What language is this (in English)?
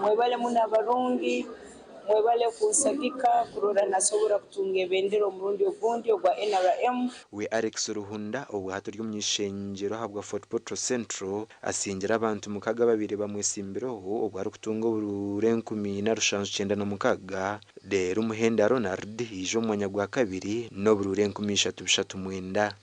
Nyankole